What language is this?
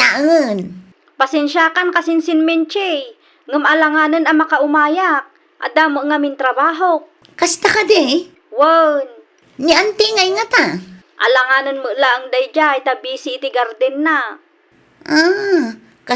Iloko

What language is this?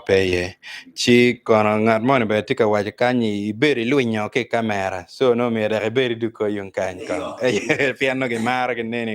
Acoli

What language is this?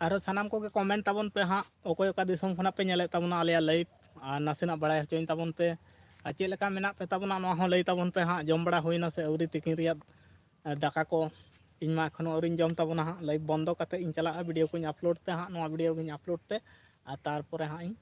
Santali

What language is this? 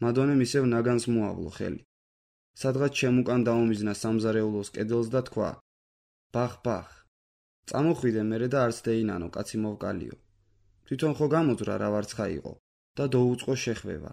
Georgian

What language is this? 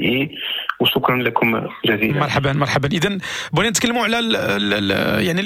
Moroccan Arabic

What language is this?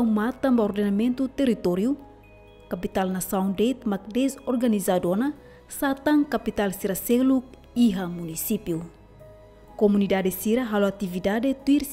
Tetum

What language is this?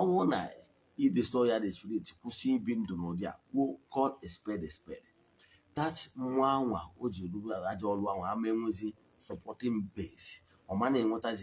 Igbo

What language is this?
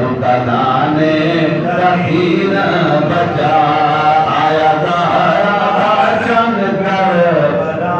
Saraiki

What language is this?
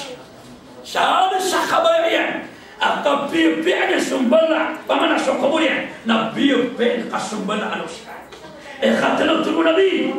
Maranao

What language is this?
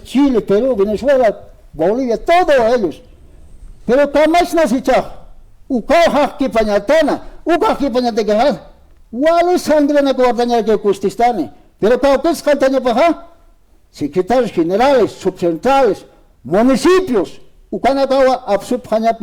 Aymara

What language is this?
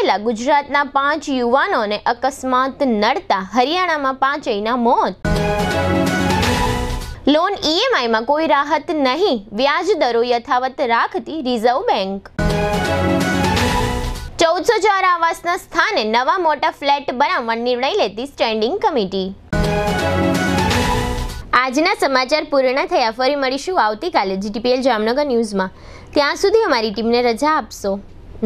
Gujarati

